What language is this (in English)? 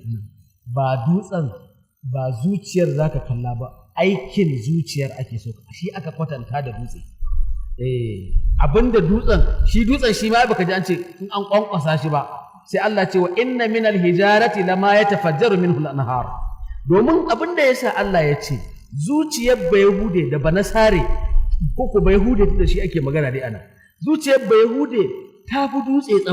Hausa